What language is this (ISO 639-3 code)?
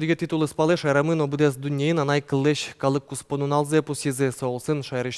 udm